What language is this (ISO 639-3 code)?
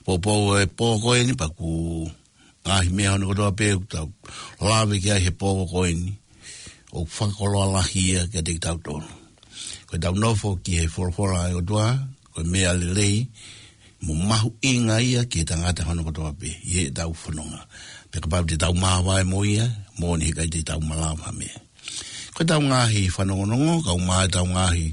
ton